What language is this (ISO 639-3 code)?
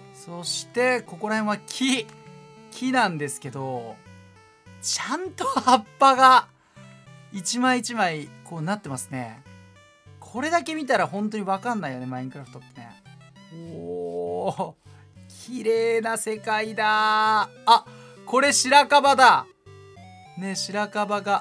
jpn